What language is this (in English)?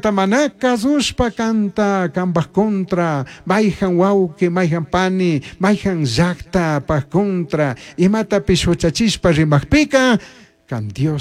Chimborazo Highland Quichua